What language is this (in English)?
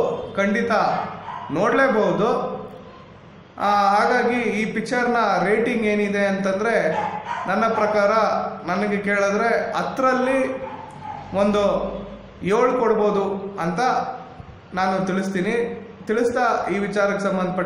Kannada